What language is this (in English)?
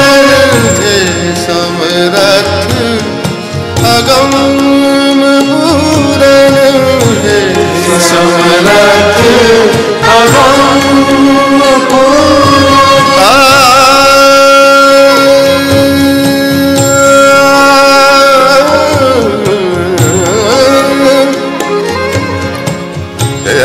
Gujarati